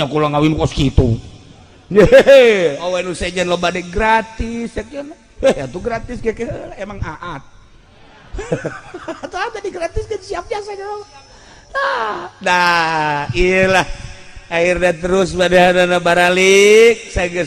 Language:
Sundanese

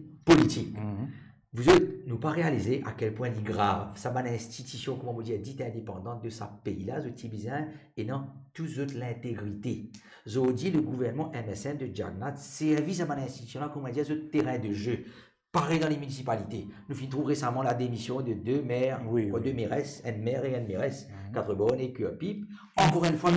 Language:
Morisyen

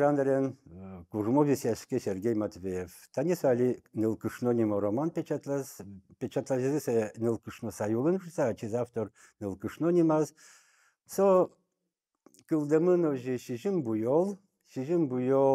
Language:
Udmurt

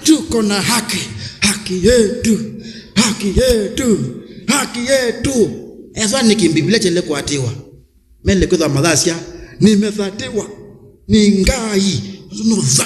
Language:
Kamba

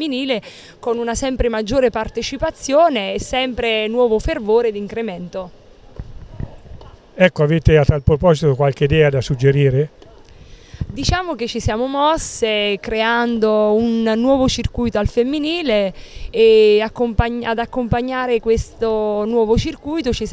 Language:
Italian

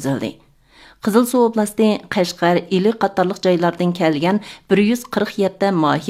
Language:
Uyghur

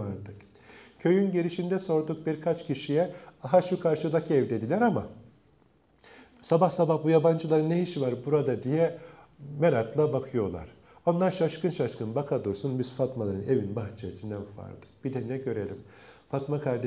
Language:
Turkish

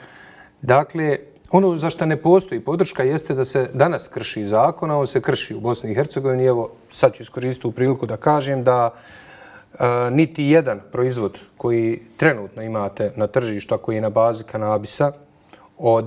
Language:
Bosnian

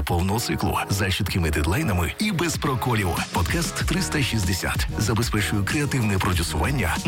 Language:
Ukrainian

